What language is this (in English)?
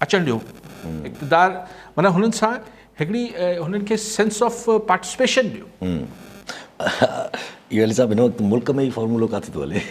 Sindhi